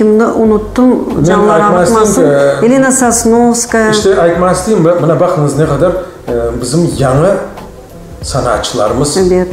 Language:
Crimean Tatar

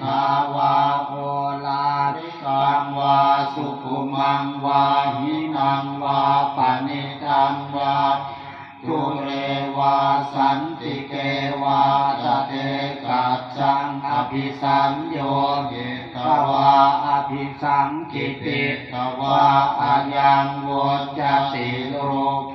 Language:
Pali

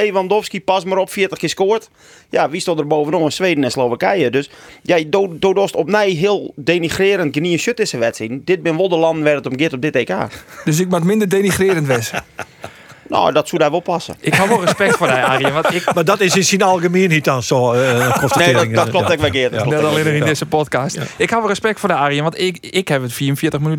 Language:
Western Frisian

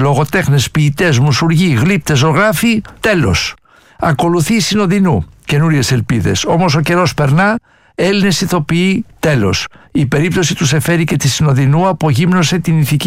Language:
Greek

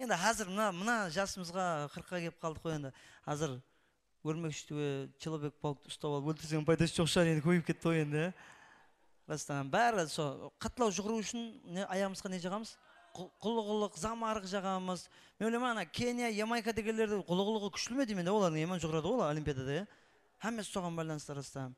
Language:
Kara-Kalpak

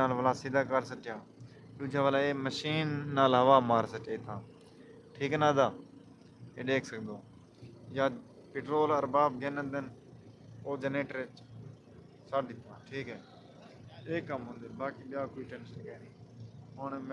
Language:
Saraiki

